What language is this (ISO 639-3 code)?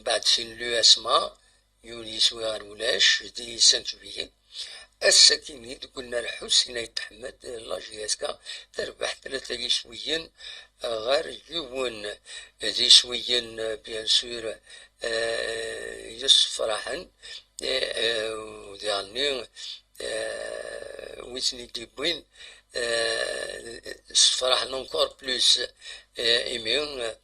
kab